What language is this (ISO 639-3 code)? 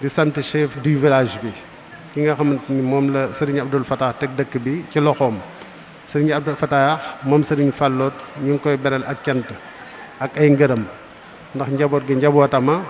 wol